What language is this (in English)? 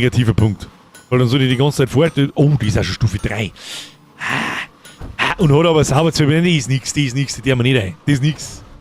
Bavarian